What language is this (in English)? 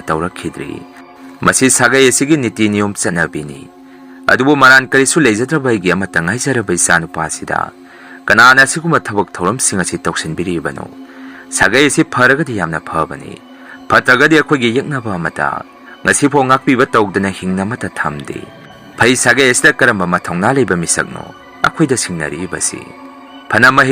Manipuri